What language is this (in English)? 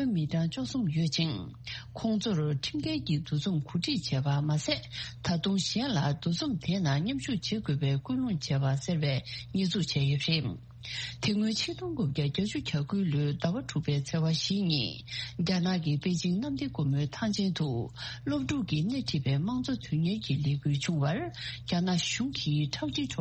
Tibetan